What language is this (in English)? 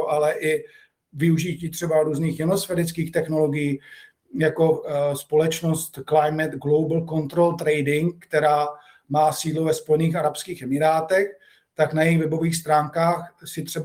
Czech